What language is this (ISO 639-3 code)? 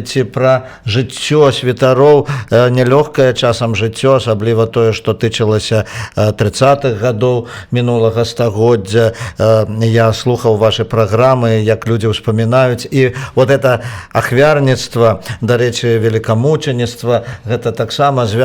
bel